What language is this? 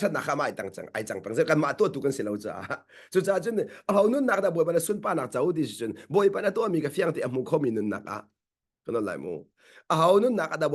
Hakha Chin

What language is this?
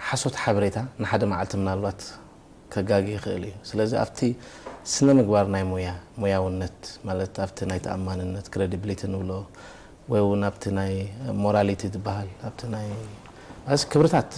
Tigrinya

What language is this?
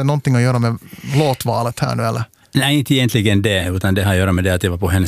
Swedish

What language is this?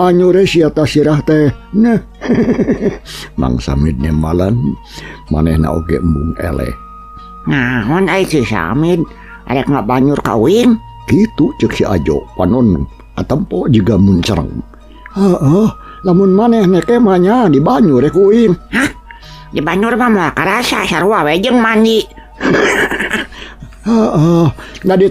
Sundanese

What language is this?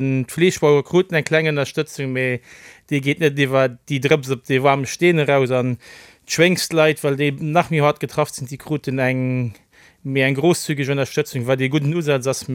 Luxembourgish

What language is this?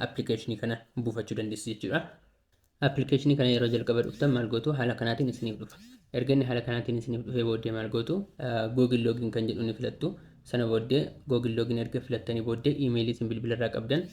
Oromo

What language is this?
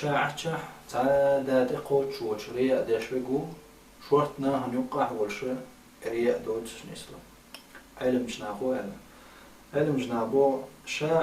Chechen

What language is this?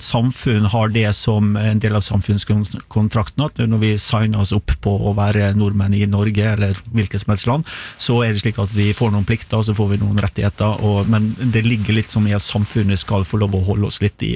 Norwegian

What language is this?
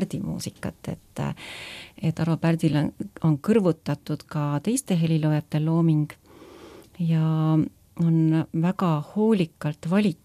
Estonian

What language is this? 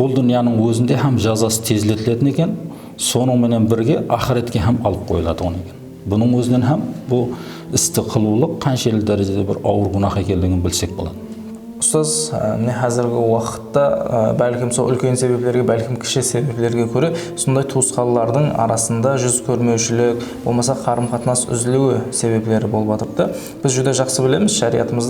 Kara-Kalpak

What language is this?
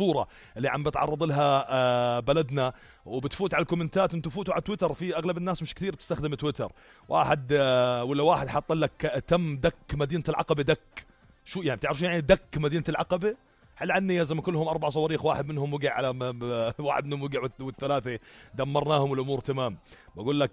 North Levantine Arabic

